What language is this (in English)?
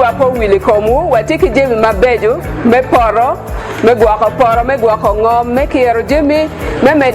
Acoli